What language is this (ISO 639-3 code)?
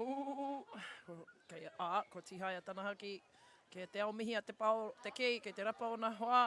mri